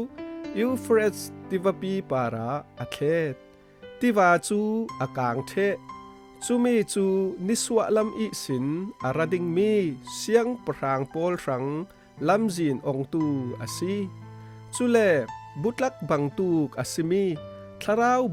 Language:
Falam Chin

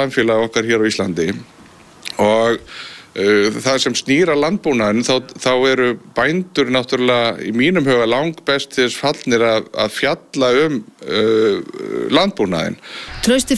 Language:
Icelandic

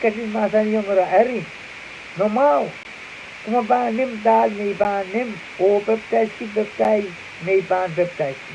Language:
Pohnpeian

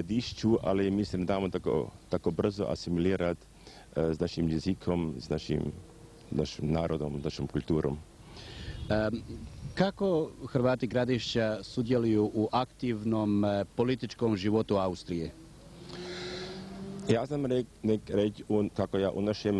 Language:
Croatian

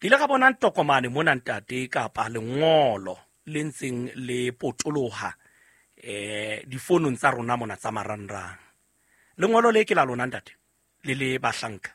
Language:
Southern Sotho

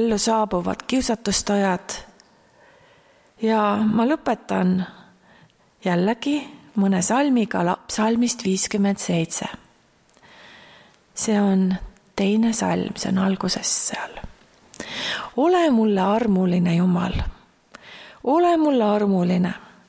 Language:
Estonian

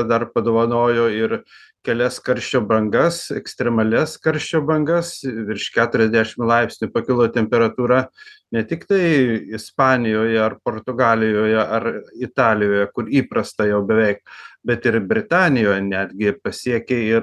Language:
Lithuanian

